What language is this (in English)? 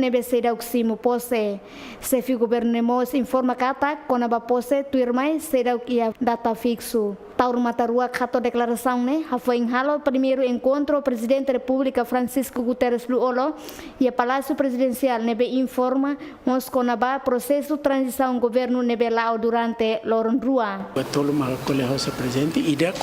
Tetum